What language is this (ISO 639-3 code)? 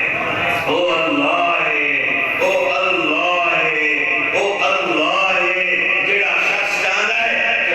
skr